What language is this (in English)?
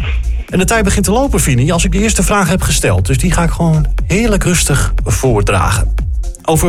Dutch